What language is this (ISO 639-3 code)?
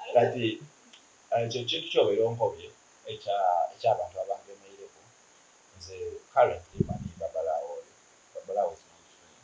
xog